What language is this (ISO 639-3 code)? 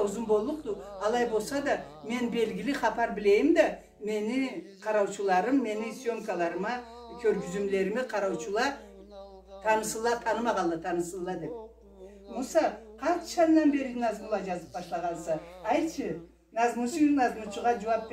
krc